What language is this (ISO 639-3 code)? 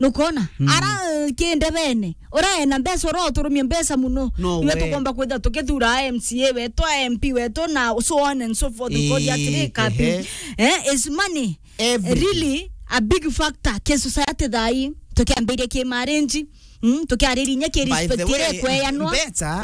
mer